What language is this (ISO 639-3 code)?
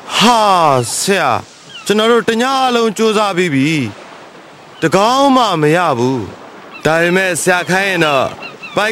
mya